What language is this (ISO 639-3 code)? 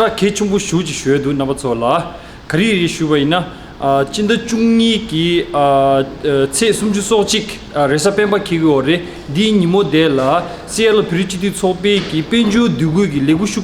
bod